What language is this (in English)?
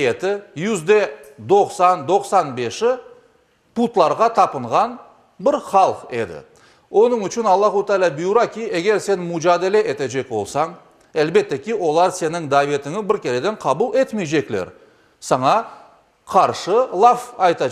Crimean Tatar